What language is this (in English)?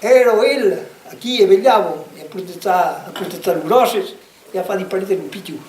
Occitan